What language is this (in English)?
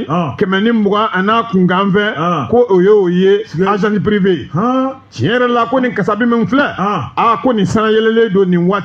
Bambara